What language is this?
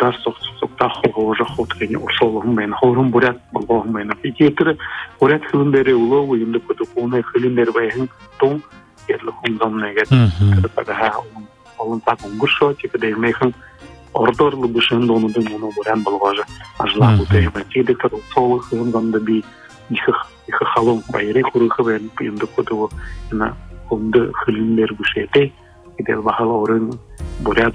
Buriat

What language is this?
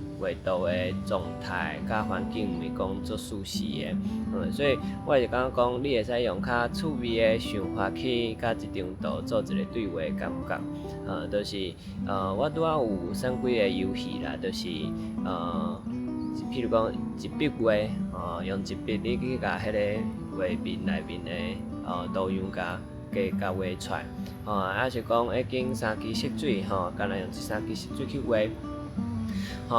Min Nan Chinese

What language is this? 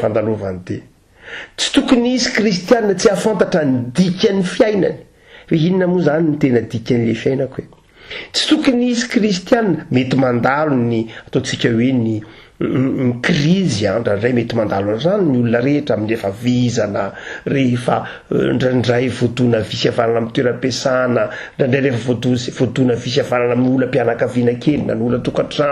Malagasy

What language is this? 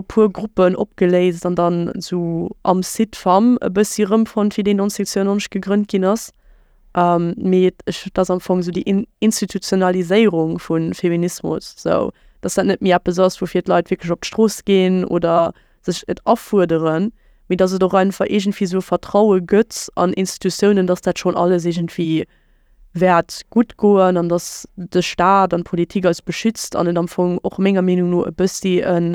Luxembourgish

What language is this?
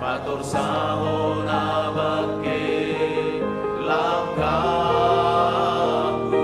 Batak Simalungun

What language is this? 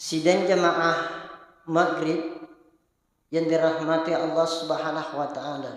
Buginese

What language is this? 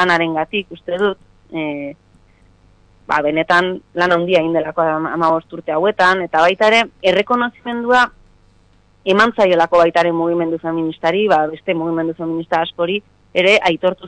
Basque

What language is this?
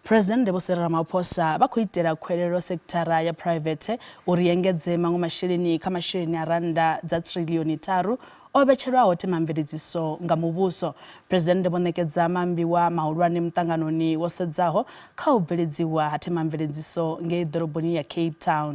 Venda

